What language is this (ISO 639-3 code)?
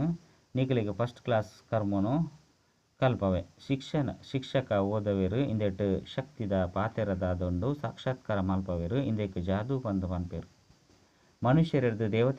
tcy